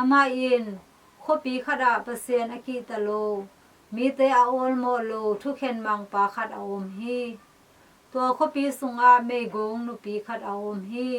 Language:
Tedim Chin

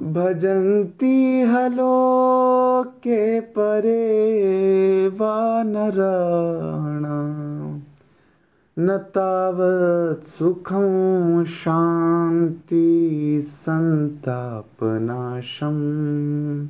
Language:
Sanskrit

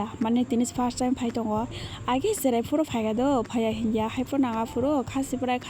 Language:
Kok Borok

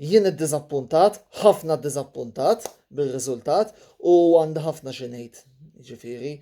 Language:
Maltese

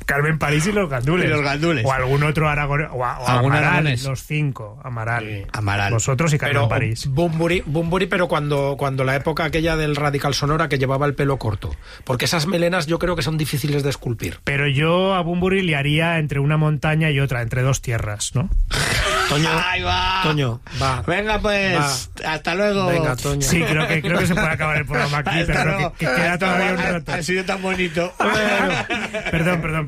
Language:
Spanish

